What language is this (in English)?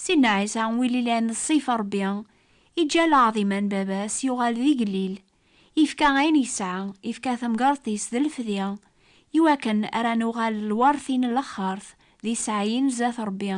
Kabyle